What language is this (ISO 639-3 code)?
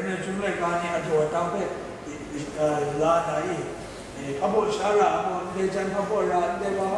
kac